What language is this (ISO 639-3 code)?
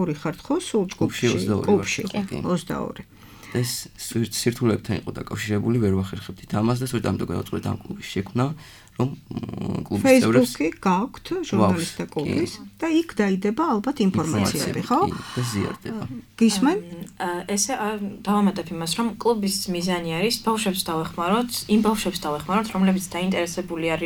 kat